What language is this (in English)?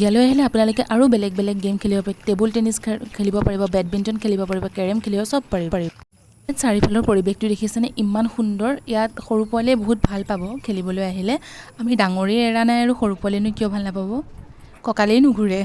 Assamese